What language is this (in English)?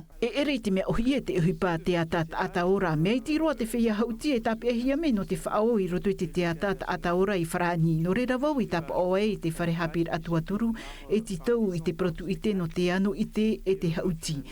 Tahitian